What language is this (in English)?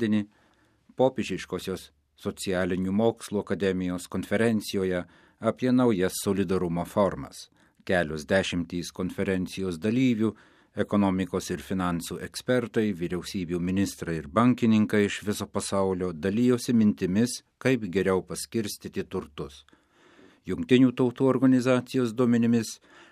Lithuanian